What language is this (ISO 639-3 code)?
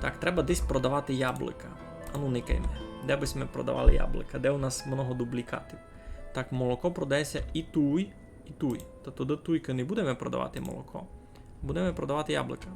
rue